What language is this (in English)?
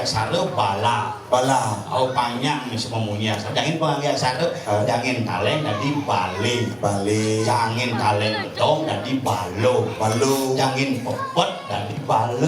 Balinese